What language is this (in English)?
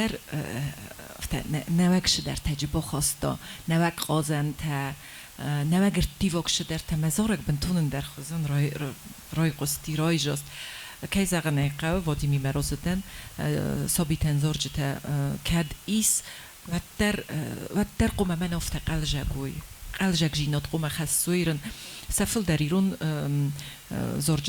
Ossetic